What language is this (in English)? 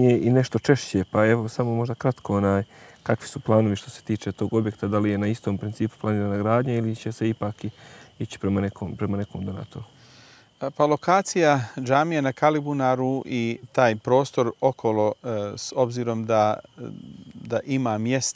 Bosnian